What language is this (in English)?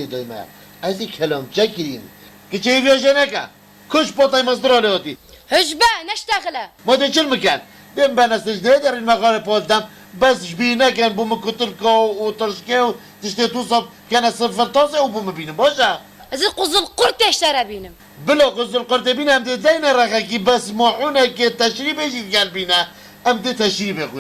Kurdish